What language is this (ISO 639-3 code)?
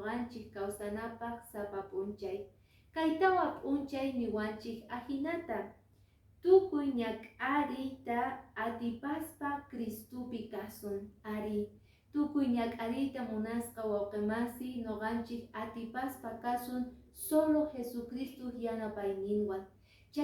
que